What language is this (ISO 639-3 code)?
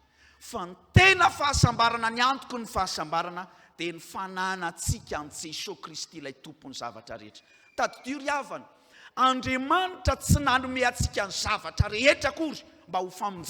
mlg